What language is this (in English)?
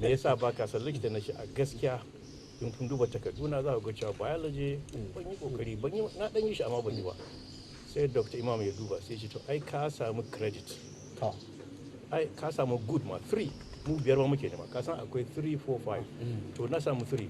Hausa